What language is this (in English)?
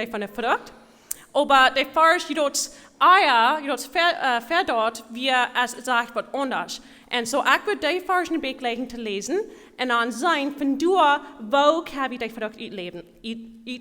Plautdietsch